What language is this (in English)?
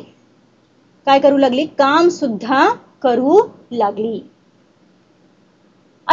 Marathi